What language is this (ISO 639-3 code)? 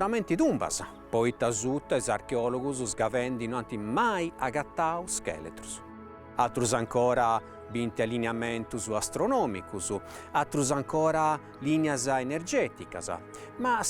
srd